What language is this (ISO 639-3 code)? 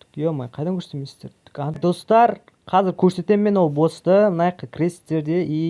kaz